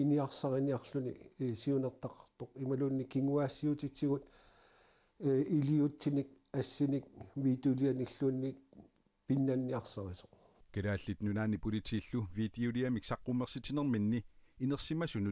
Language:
Kalaallisut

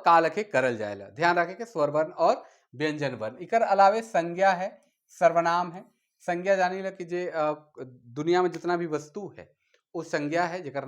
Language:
Sadri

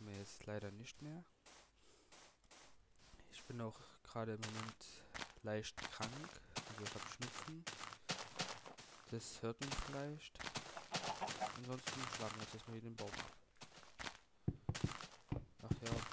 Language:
German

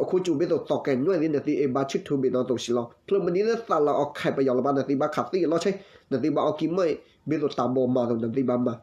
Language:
S'gaw Karen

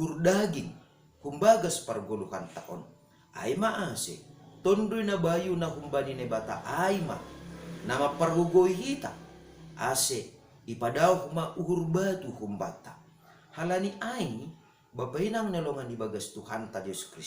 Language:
Batak Simalungun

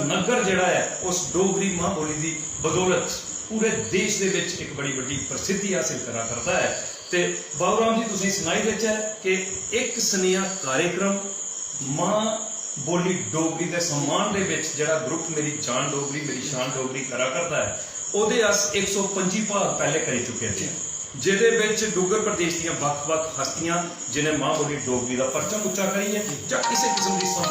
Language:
Dogri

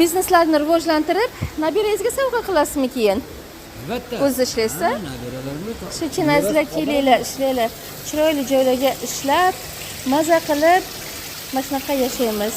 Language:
Uzbek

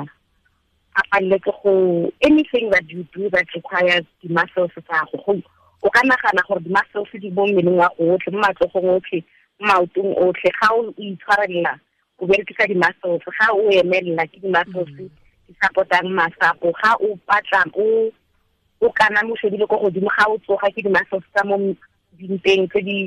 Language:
Tswana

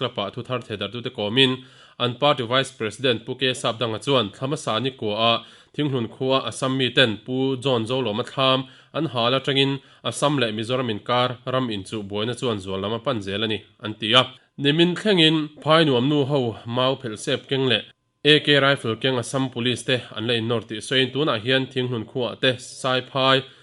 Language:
Mizo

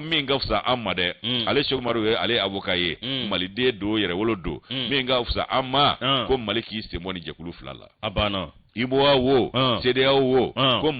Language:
Bambara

